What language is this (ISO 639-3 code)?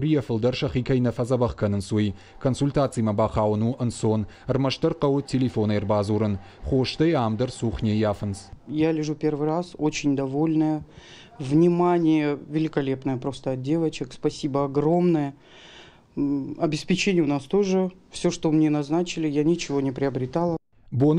oss